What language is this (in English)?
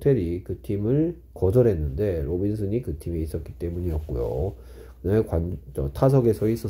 Korean